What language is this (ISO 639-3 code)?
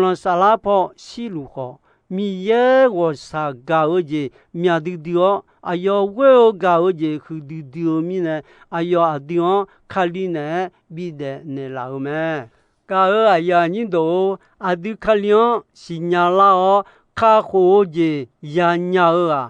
ahk